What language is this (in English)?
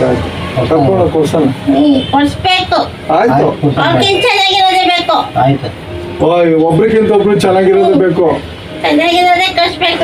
Kannada